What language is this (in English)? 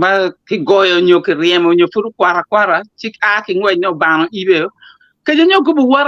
Acoli